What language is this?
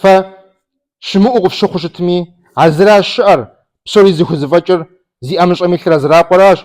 Kabardian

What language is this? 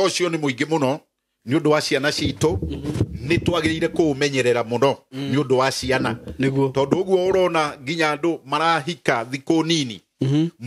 Kikuyu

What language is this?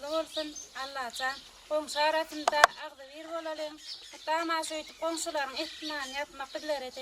Turkmen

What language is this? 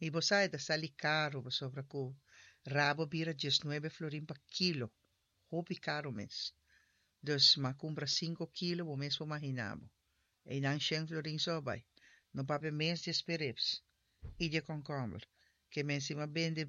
Papiamento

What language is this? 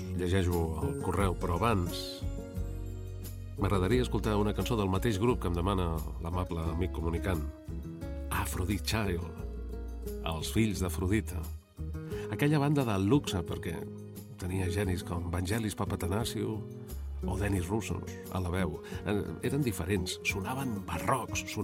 Catalan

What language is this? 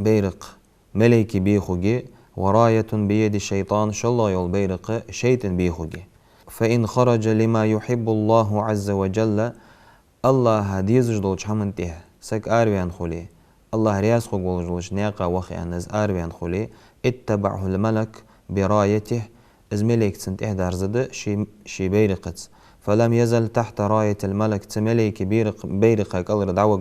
Ingush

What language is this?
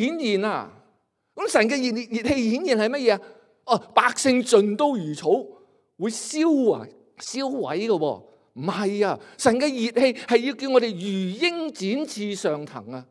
Cantonese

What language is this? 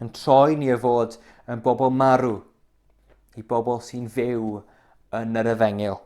Welsh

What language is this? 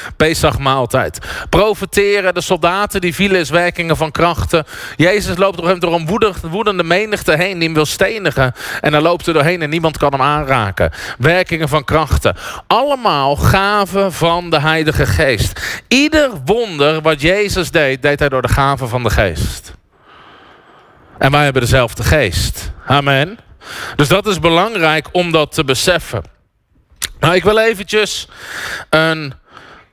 Dutch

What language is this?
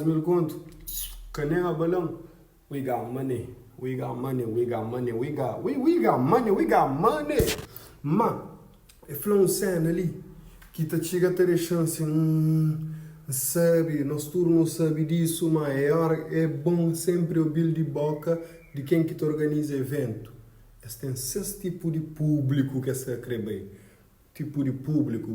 Kabuverdianu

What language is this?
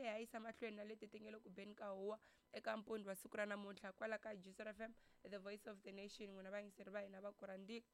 Tsonga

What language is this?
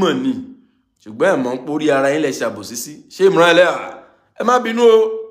Yoruba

